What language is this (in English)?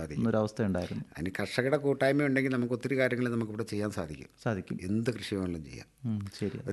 Malayalam